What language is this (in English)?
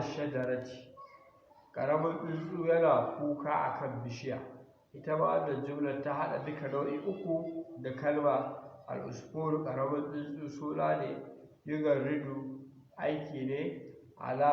Hausa